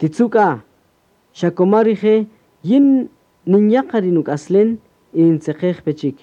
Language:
Kaqchikel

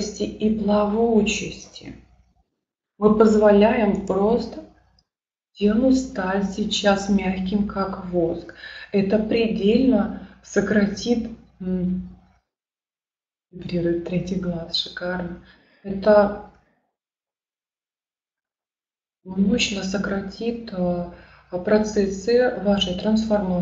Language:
Russian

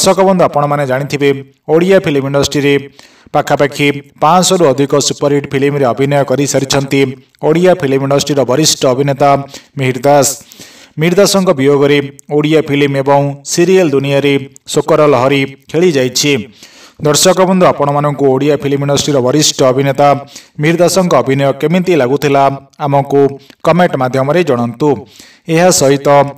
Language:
Odia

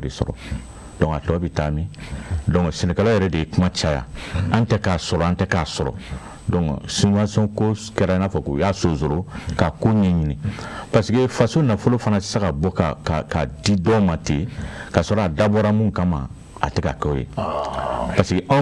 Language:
Bambara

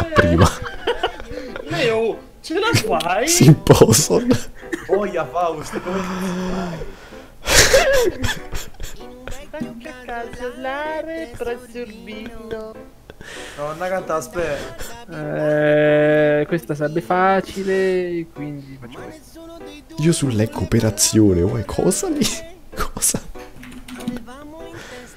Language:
Italian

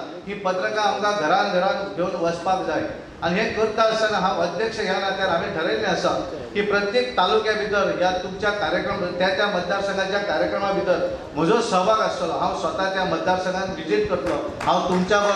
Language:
Konkani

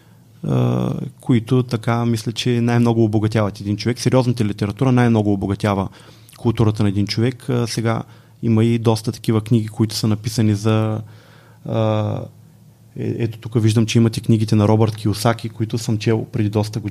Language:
Bulgarian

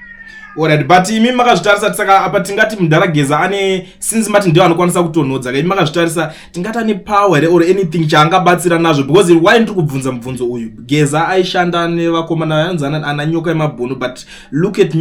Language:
Shona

